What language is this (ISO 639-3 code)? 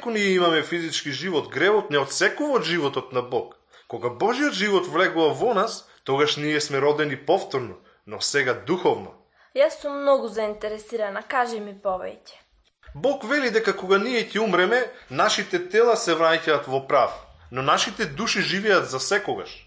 mkd